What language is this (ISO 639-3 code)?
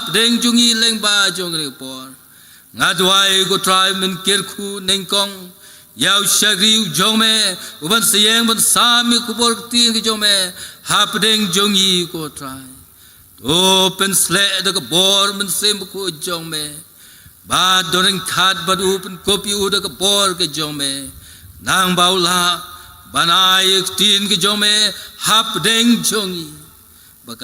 kha